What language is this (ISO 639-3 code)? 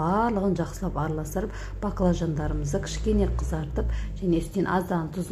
kaz